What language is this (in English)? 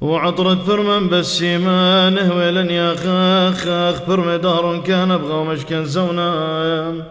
Classical Syriac